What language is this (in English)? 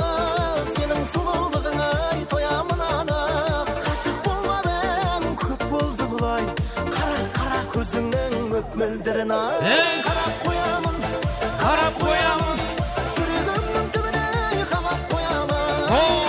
Kara-Kalpak